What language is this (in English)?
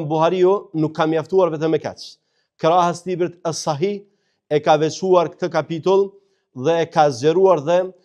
Albanian